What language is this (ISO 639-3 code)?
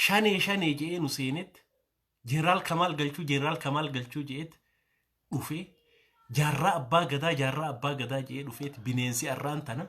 orm